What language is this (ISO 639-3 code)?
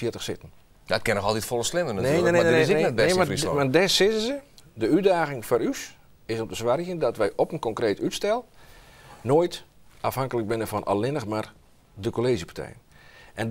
fry